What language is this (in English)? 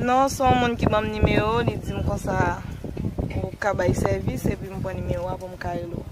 Haitian Creole